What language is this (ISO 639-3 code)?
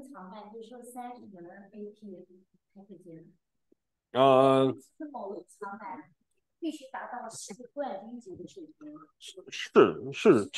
zho